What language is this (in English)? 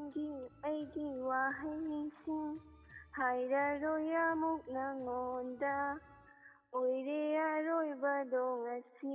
Manipuri